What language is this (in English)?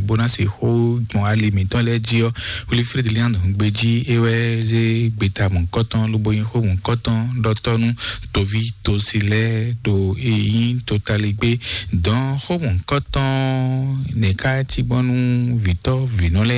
Fon